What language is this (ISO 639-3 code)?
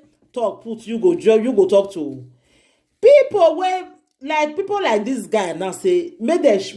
pcm